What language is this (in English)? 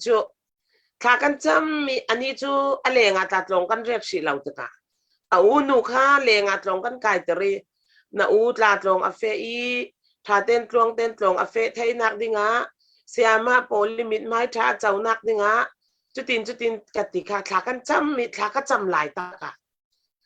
Falam Chin